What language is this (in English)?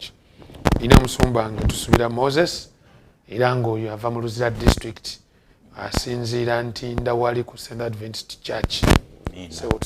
Ganda